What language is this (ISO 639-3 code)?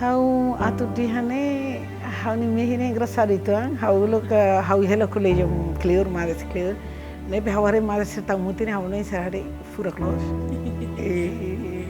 tet